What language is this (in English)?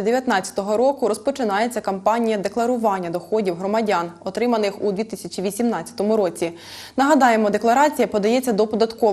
Ukrainian